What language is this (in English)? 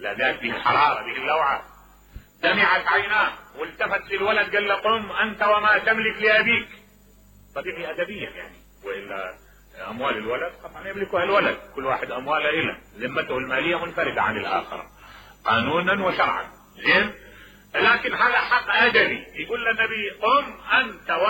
Mesopotamian Arabic